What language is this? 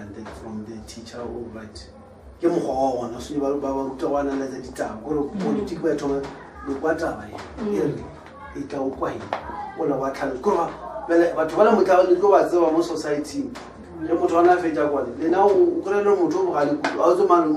Northern Sotho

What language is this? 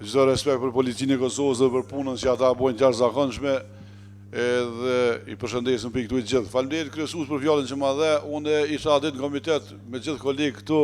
Albanian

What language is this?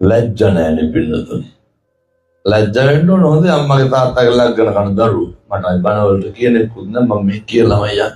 Sinhala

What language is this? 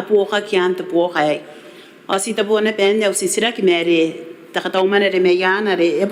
Gilbertese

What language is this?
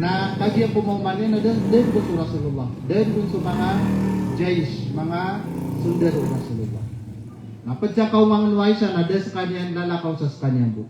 Maranao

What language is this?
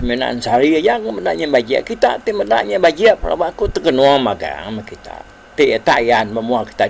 Iban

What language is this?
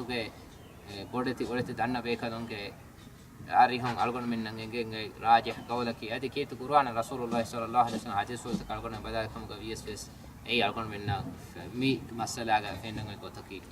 Divehi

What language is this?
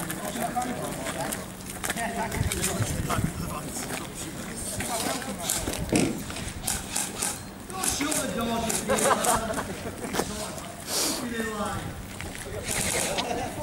English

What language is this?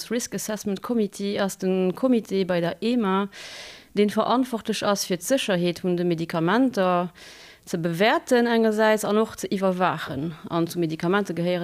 Luxembourgish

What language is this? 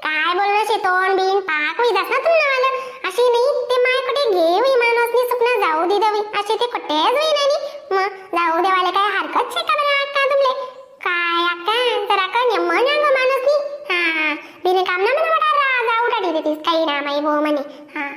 Khandesi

